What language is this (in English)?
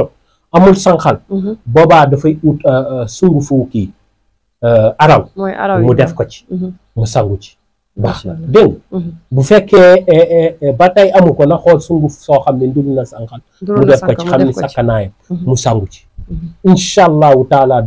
Wolof